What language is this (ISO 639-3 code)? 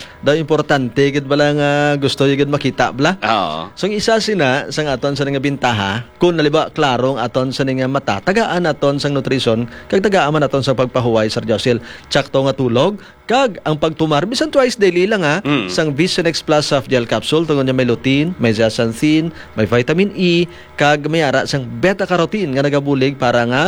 hil